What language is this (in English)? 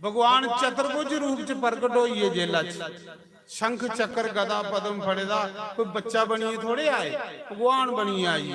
Dogri